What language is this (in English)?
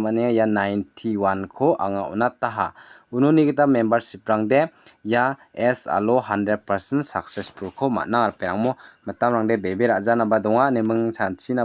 Garo